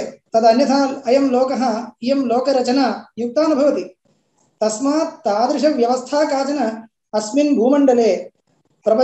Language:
Sanskrit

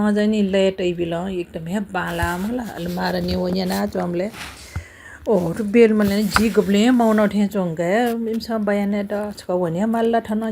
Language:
Newari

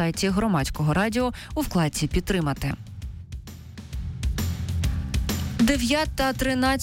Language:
Ukrainian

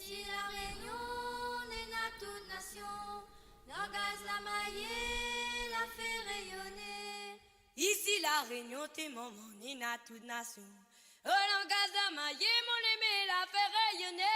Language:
Morisyen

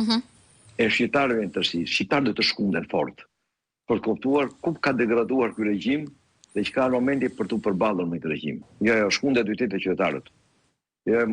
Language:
Albanian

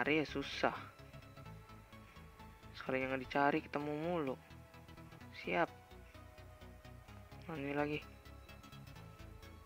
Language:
Indonesian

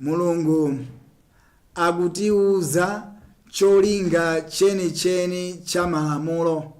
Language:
Nyanja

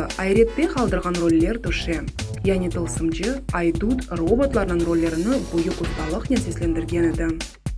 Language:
Crimean Tatar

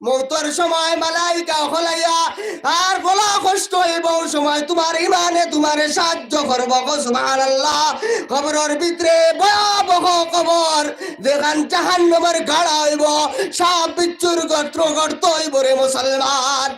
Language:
Sylheti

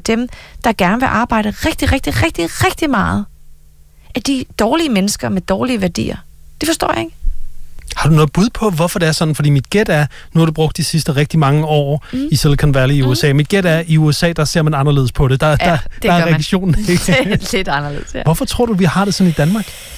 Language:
Danish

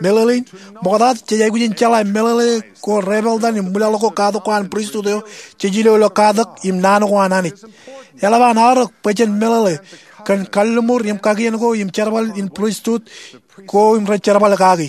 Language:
Marshallese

